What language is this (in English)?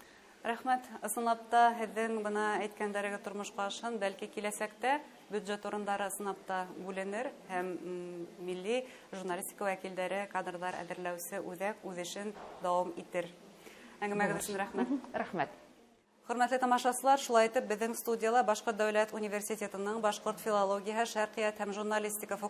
Bashkir